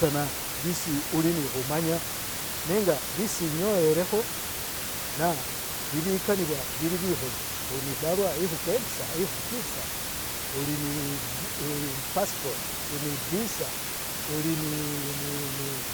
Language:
Masaaba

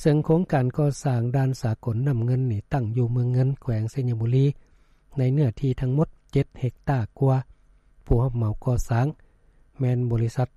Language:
Lao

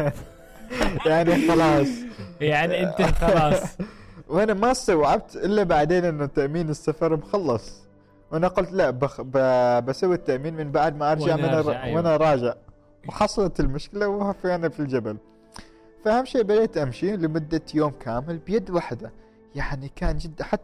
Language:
Gulf Arabic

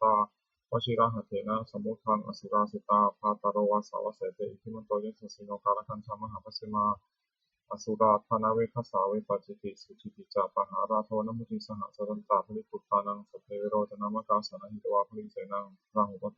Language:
Pali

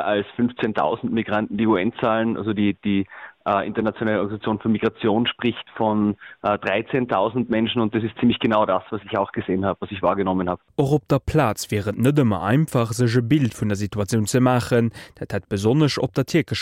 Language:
Luxembourgish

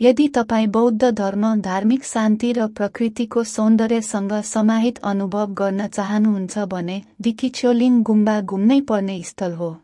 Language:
Nepali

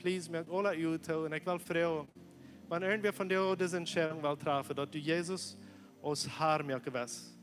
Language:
Plautdietsch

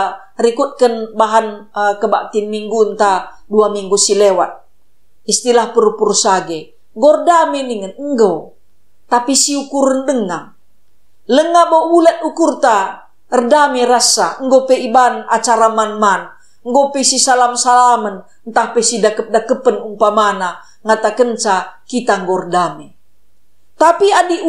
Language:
Batak Karo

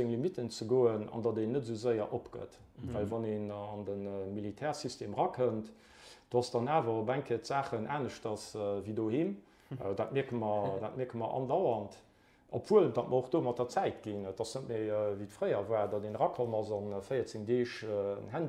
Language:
Luxembourgish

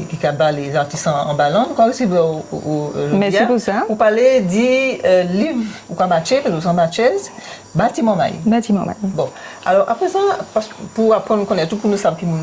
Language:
Guadeloupean Creole French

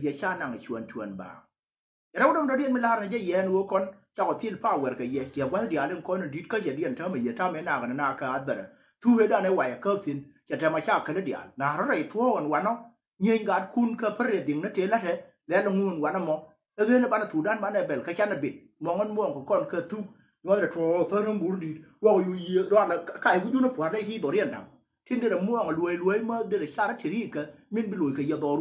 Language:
Nuer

